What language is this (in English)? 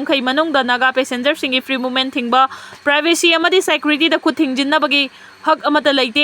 Manipuri